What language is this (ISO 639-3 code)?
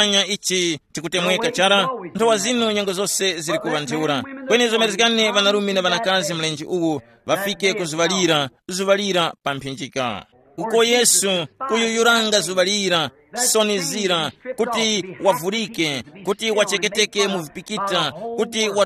tum